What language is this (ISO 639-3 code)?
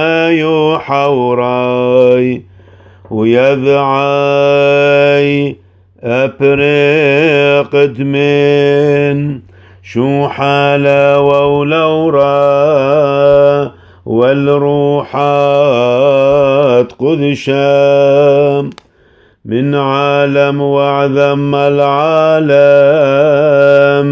syc